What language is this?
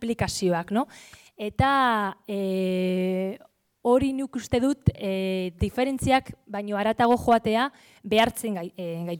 Basque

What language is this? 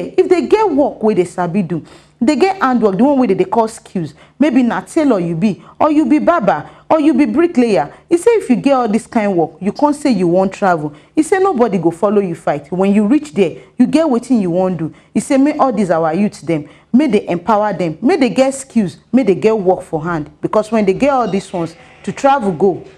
Nigerian Pidgin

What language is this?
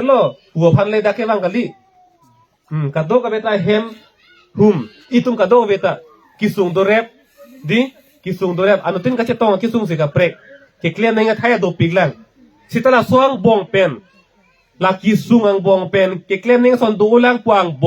Karbi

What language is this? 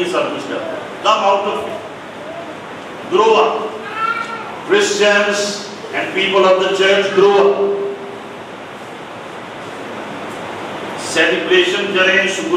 Urdu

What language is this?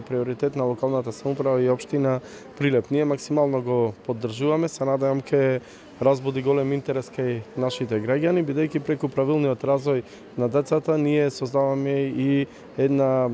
Macedonian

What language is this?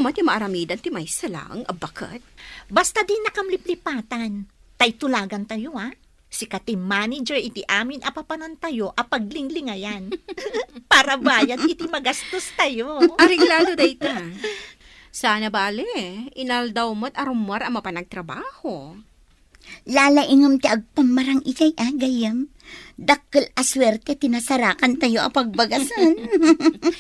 Iloko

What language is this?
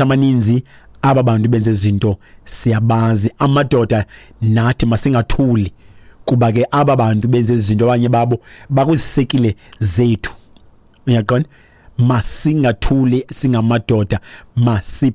Xhosa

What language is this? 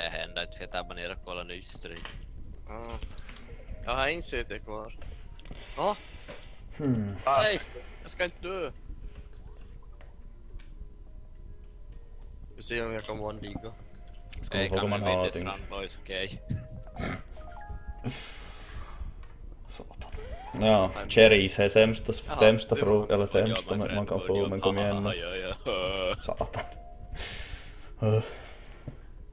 Swedish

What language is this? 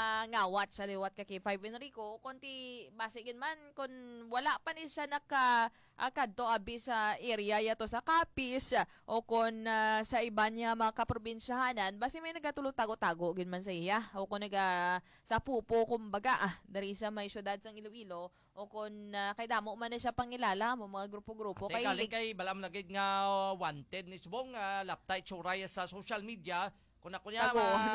Hiligaynon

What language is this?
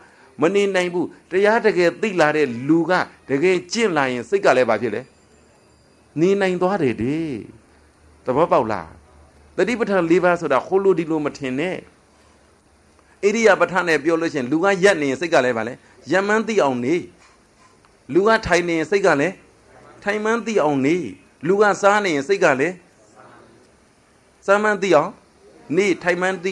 Burmese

